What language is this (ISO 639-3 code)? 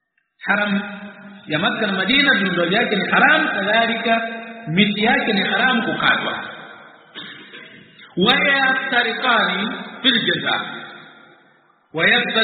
swa